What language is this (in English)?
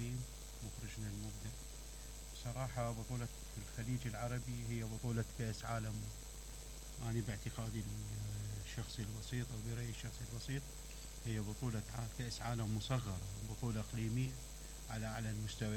Mesopotamian Arabic